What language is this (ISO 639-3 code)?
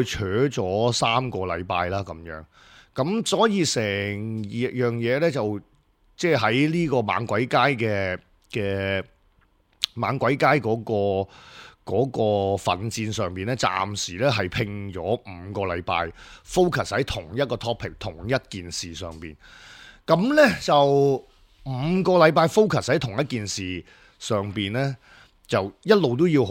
yue